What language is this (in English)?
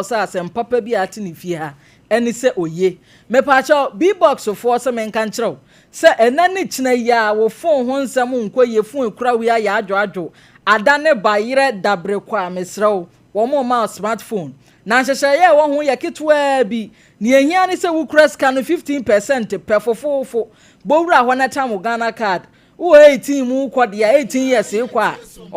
Akan